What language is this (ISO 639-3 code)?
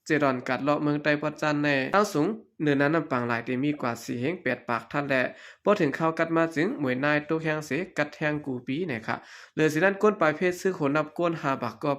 shn